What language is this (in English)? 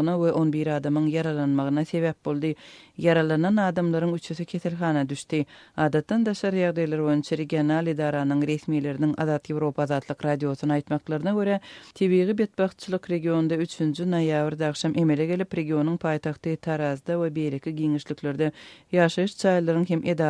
Turkmen